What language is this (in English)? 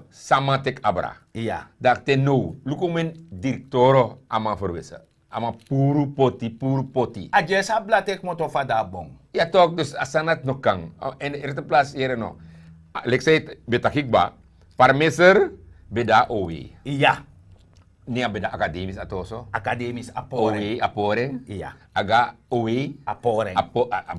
Sranan Tongo